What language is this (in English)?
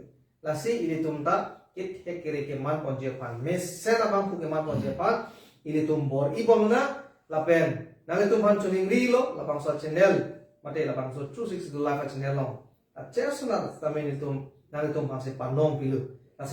Karbi